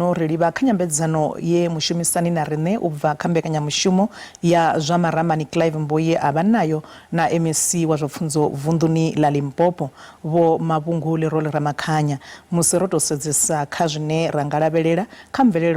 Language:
Venda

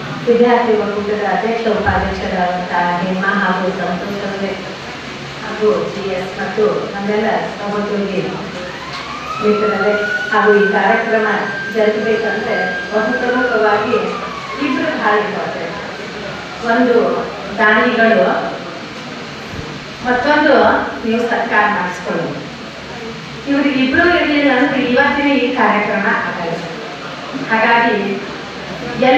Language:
Kannada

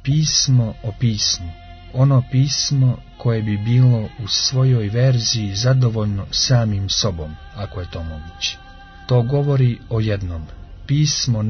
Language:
Croatian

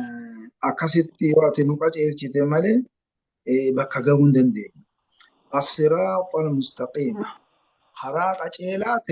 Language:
Oromo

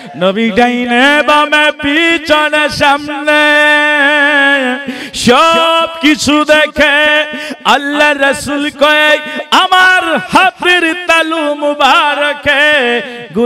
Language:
Bangla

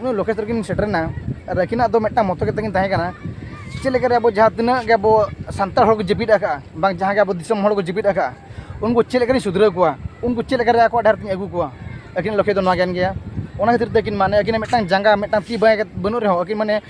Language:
Santali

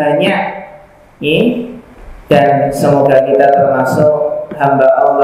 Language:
Indonesian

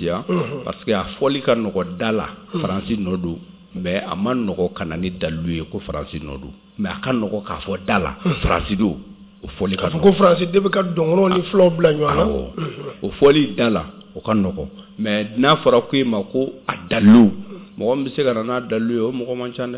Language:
Bambara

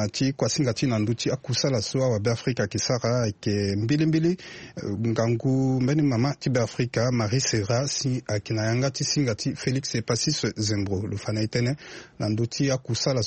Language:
Sango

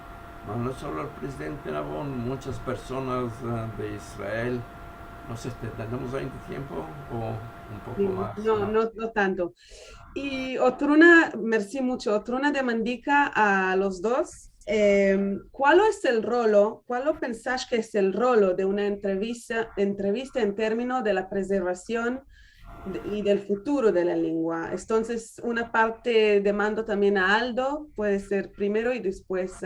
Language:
Ladino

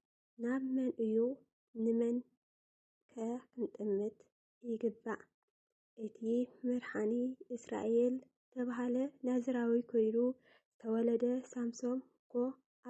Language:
Tigrinya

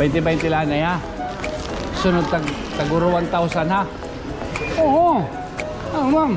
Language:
Waray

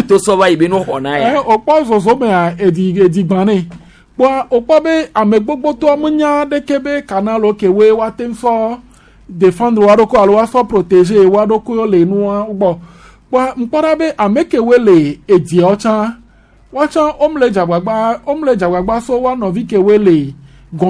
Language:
Gen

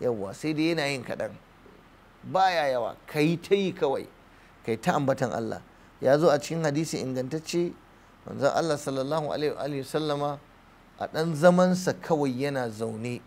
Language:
Hausa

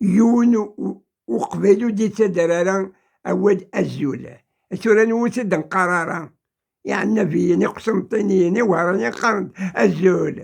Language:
Kabyle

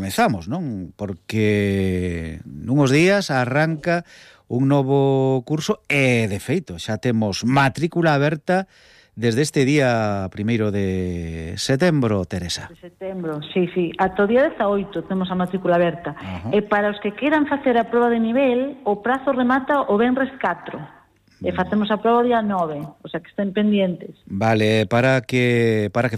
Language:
Galician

